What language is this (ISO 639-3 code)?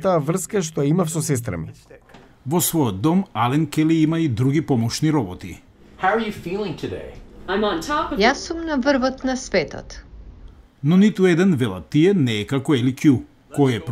mkd